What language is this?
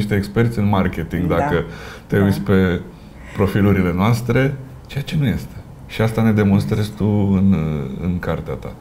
Romanian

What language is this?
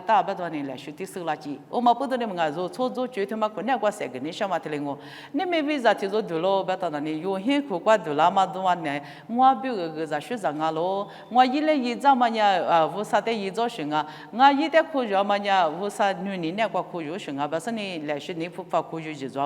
Lisu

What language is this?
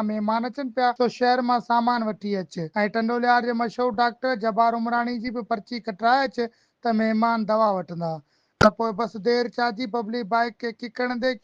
Sindhi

